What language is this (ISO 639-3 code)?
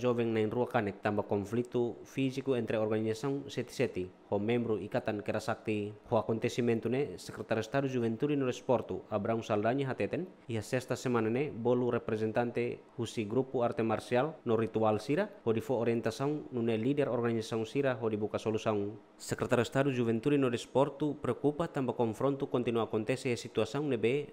tet